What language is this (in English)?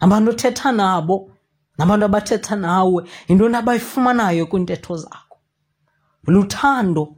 Xhosa